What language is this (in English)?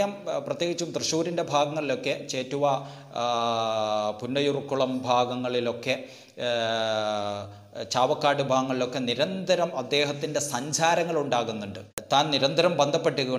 Malayalam